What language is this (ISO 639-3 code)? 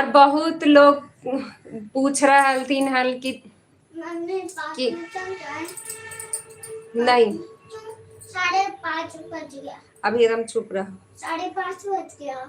mag